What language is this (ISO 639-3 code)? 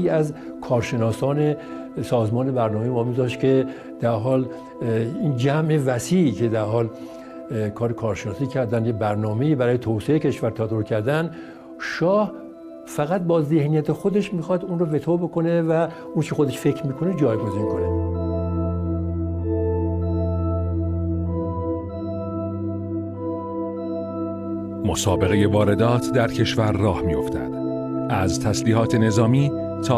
fas